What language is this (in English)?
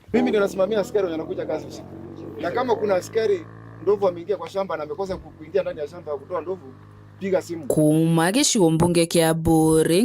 Meru